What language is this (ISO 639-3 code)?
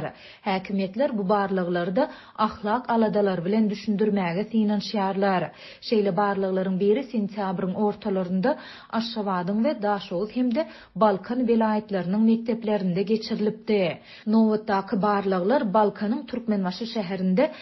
tuk